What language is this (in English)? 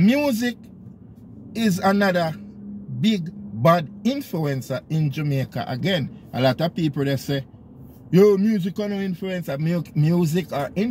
Jamaican Creole English